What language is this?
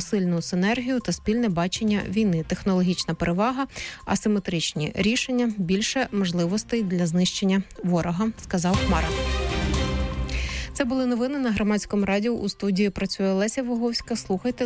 Ukrainian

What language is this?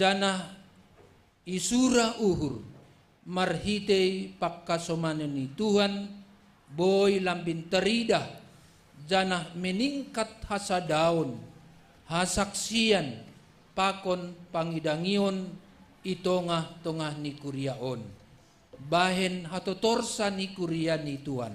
Batak Simalungun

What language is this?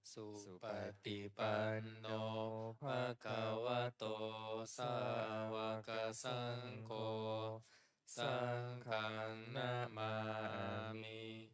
Pali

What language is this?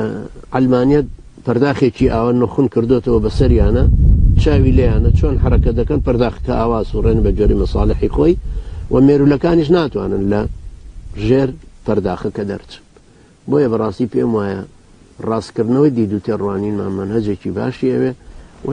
Central Kurdish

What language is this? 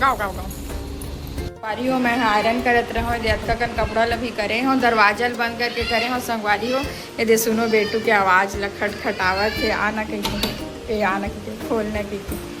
Chhattisgarhi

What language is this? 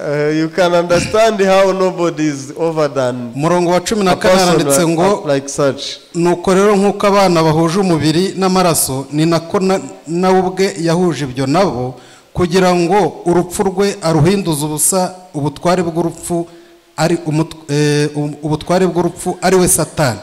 Kinyarwanda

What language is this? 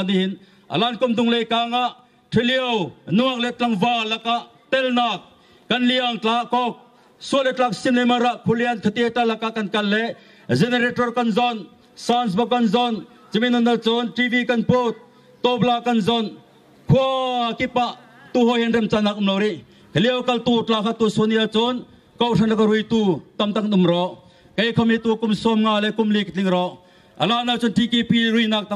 Bawm Chin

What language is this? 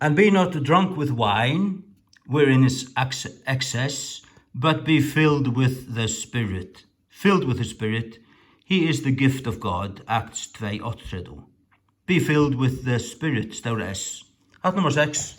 Faroese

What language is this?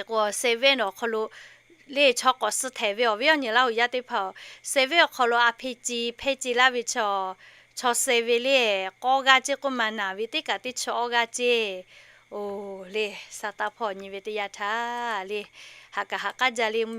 Lahu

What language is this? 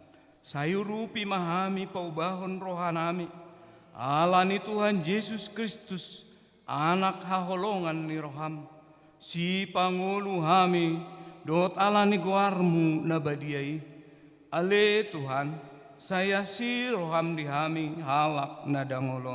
Batak Toba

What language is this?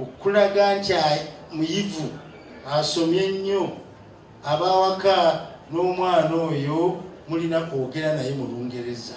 Ganda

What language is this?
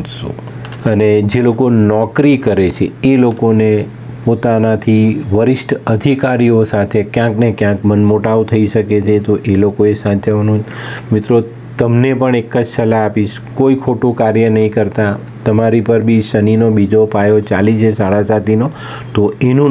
Gujarati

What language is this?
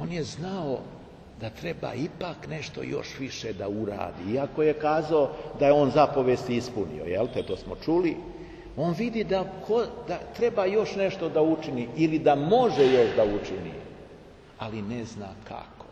Serbian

